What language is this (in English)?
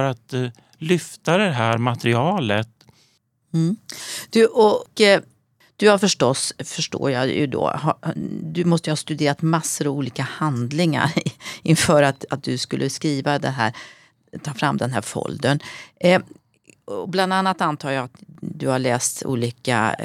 Swedish